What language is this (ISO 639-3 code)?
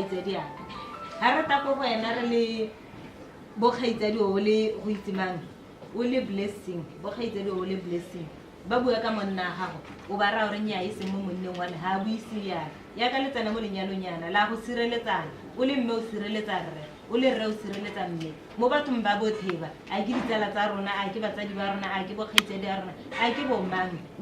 tsn